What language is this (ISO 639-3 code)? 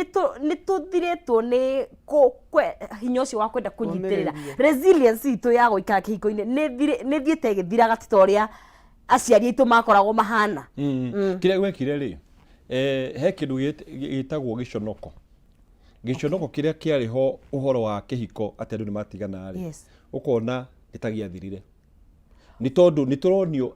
kik